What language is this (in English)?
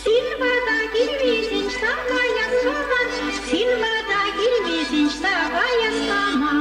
Chuvash